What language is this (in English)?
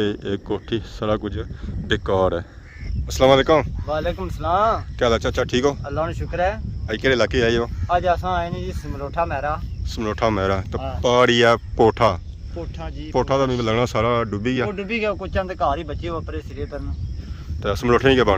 Pahari-Potwari